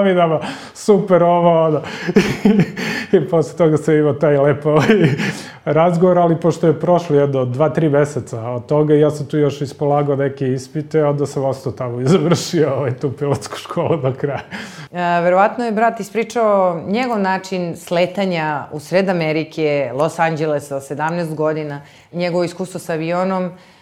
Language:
Serbian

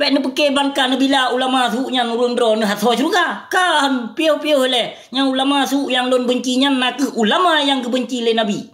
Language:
Achinese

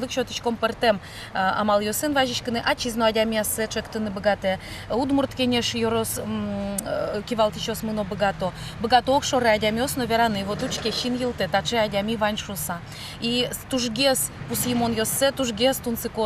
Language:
Udmurt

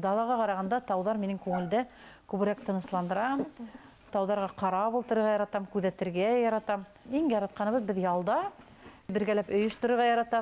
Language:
Bashkir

